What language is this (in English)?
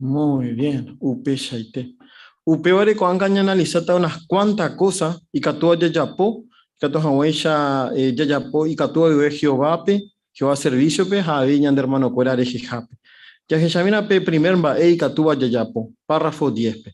Guarani